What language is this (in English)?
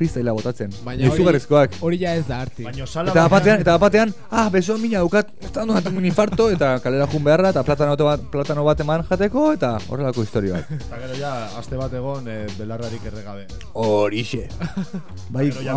Basque